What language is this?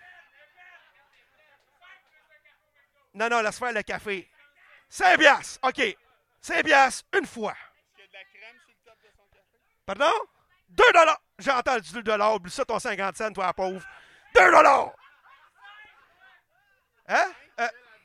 French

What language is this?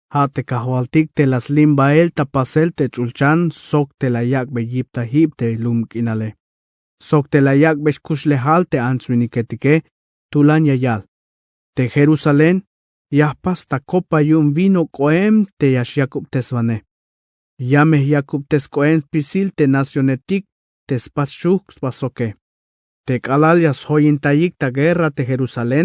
Tzeltal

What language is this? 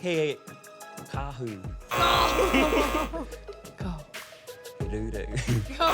Māori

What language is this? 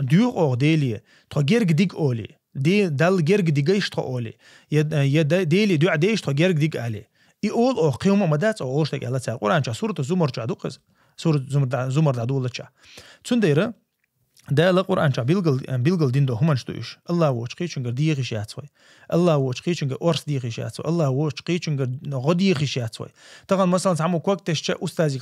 Chechen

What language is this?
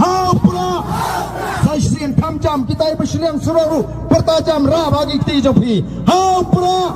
Khasi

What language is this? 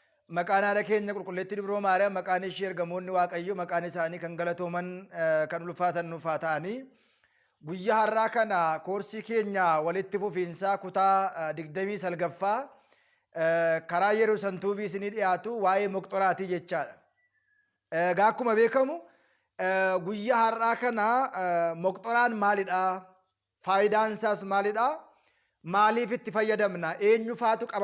Oromo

